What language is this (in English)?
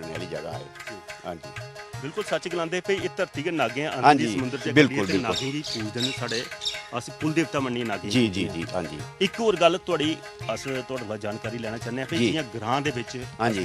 Dogri